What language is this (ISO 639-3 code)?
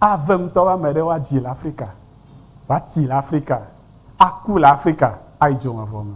ewe